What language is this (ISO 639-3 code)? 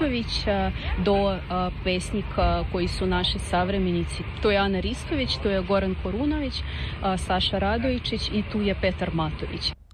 srp